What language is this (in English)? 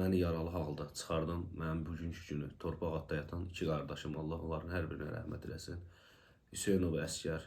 Azerbaijani